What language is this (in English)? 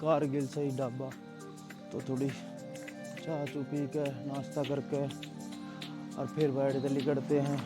Haryanvi